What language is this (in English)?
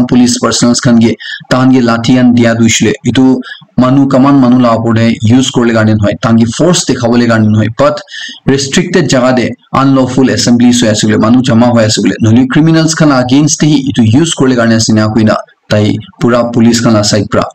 Naga Pidgin